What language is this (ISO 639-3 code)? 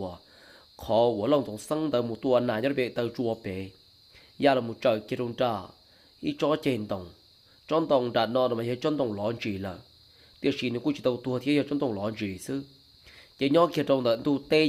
hmn